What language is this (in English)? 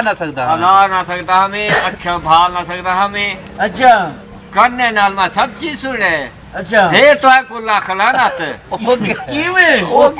Saraiki